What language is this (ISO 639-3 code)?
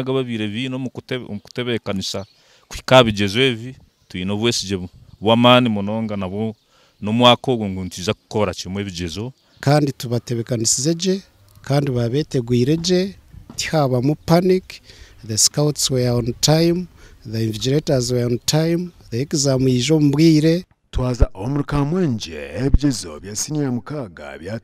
nyn